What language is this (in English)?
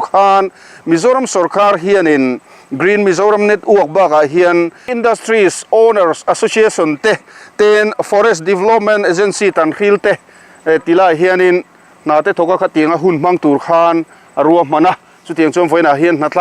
Mizo